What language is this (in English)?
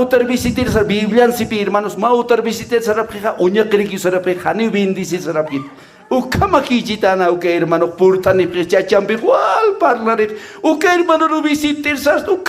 Aymara